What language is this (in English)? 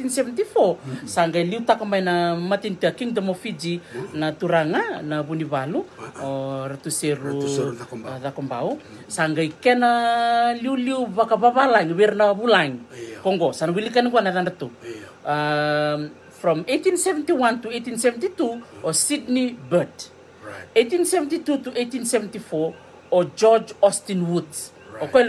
Fijian